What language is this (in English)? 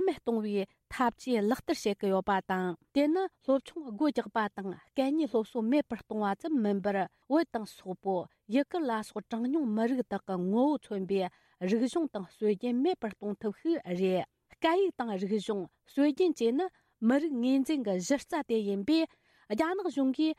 Tibetan